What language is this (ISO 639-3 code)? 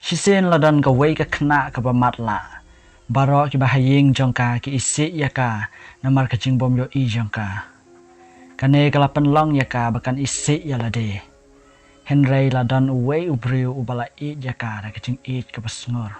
kha